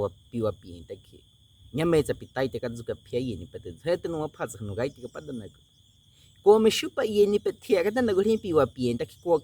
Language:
Baniwa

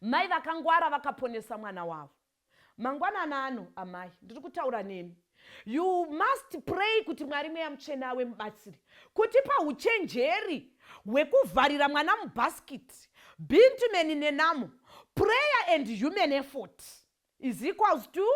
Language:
Shona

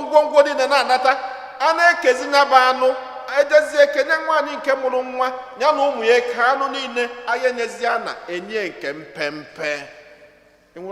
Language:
Igbo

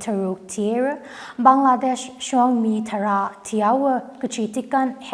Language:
Tangkhul Naga (India)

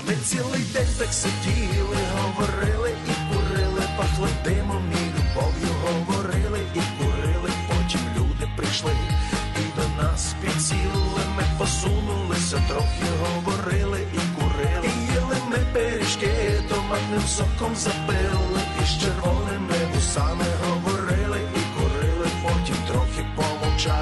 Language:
Ukrainian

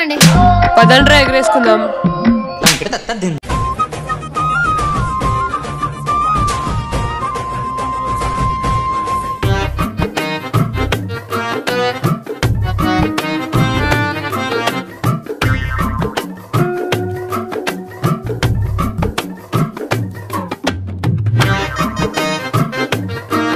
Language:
Telugu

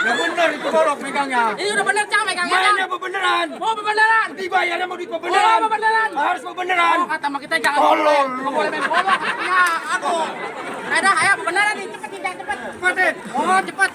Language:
Betawi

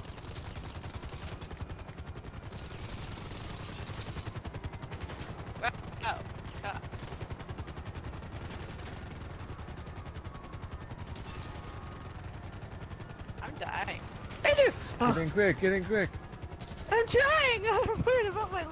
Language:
English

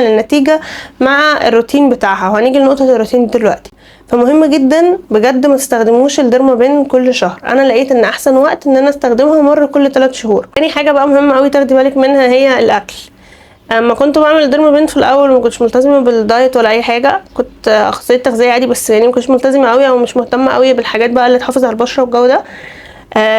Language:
Egyptian Arabic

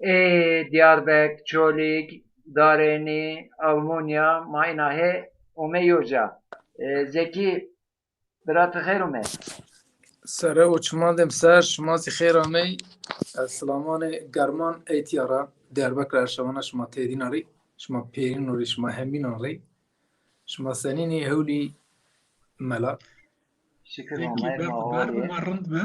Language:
Zaza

